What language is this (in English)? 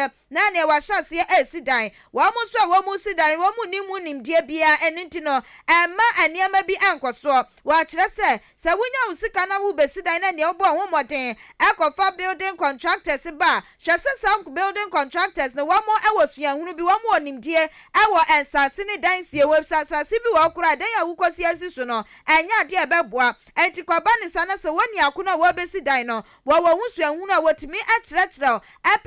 Akan